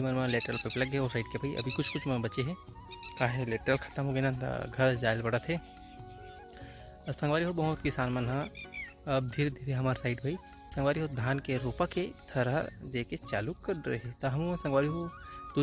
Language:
Chhattisgarhi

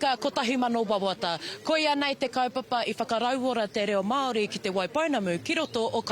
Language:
Māori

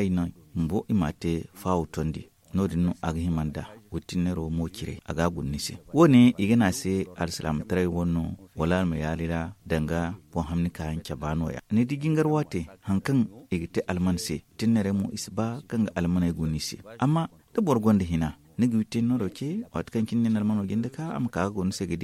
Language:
Zarma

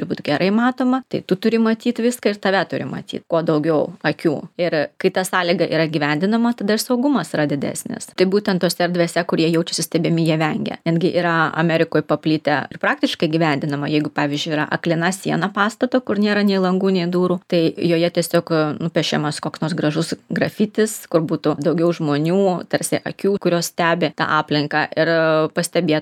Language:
Lithuanian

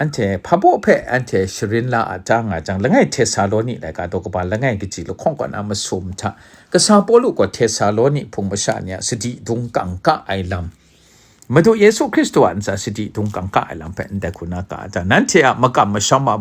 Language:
Kachin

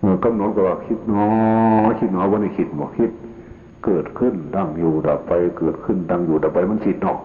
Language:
Northeastern Thai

